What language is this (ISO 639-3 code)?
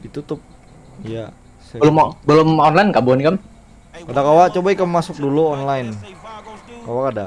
bjn